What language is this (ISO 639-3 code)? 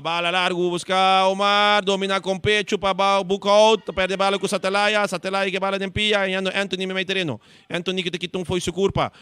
pap